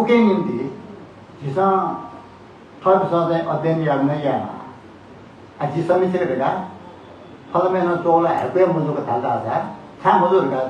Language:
Newari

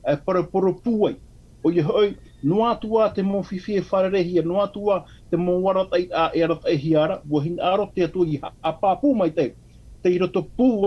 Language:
Tahitian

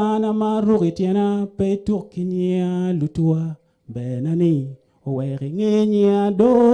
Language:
Acoli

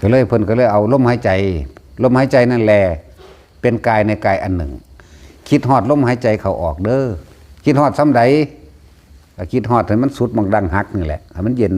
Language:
Northeastern Thai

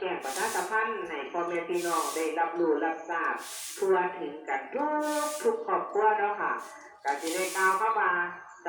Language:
Northeastern Thai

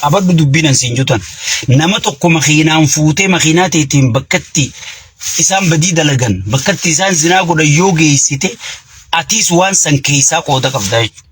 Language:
Oromo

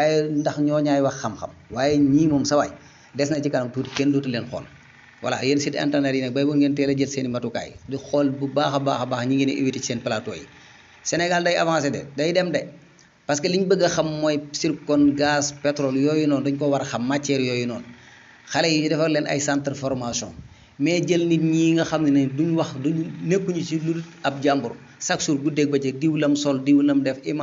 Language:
Wolof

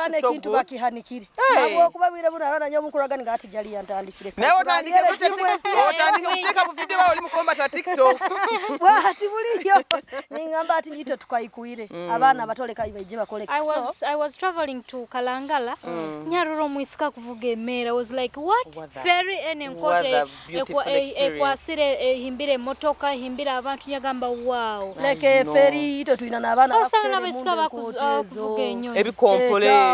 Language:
Nyoro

